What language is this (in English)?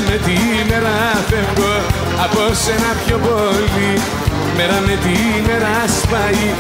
Greek